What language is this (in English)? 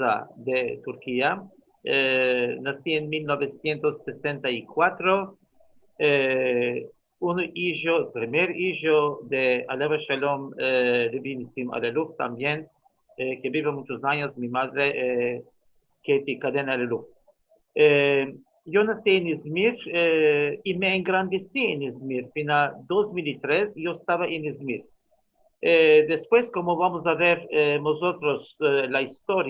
Ladino